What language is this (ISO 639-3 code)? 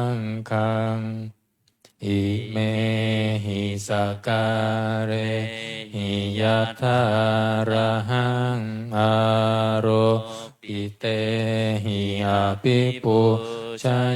pli